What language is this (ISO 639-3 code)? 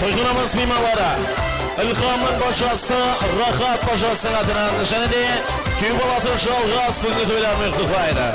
kaa